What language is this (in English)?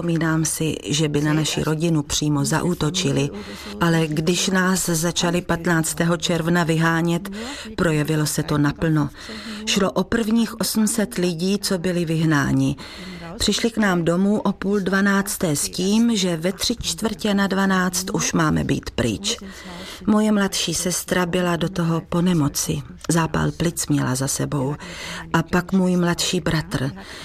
Czech